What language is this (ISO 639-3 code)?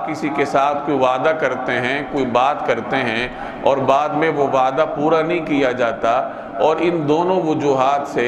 urd